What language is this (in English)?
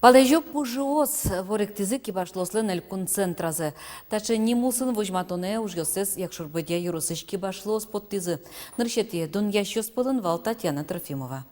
Udmurt